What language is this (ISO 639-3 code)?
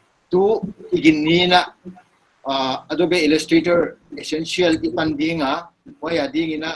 pck